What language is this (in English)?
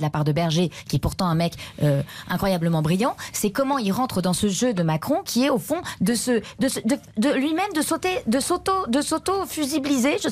French